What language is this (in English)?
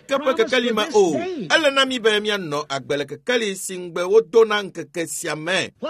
Ewe